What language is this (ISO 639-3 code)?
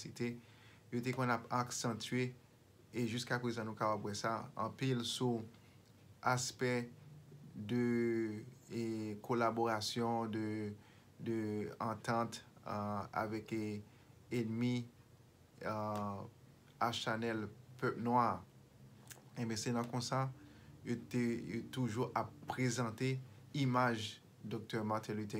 hat